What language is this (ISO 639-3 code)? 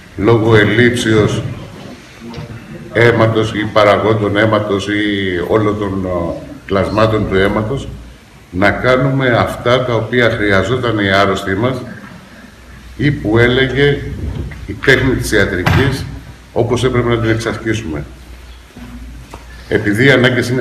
ell